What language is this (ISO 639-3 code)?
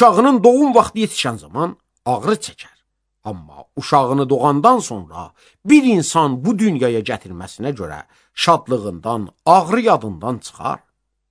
aze